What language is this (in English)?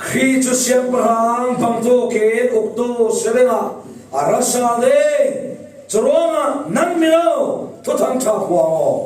Falam Chin